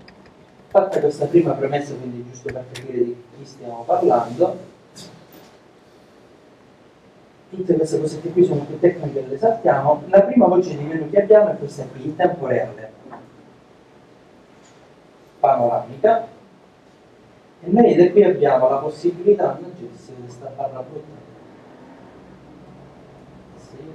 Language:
Italian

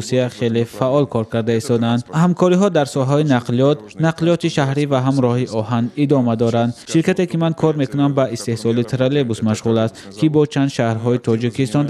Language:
Tajik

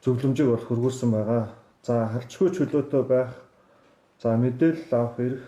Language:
Mongolian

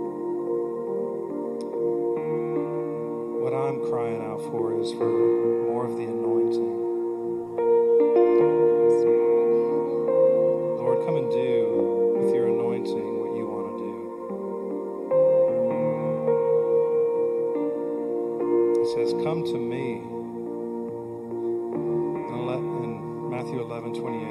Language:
English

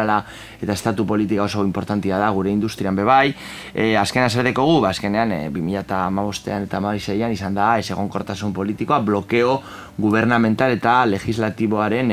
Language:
Basque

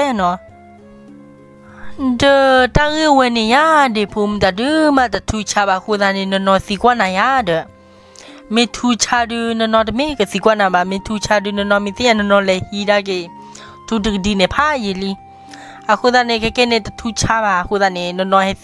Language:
S'gaw Karen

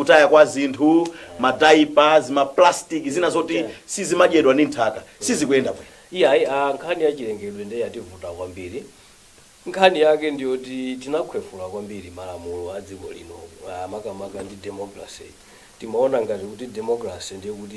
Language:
Nyanja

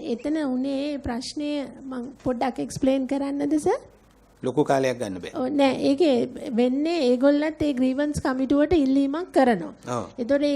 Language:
Sinhala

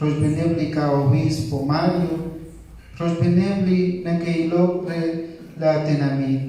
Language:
Kekchí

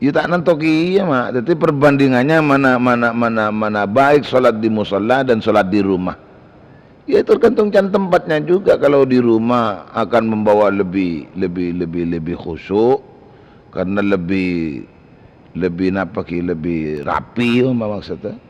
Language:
Madurese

